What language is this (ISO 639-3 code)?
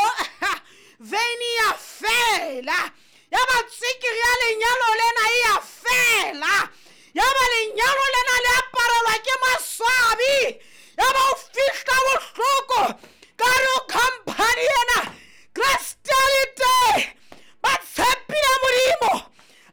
sot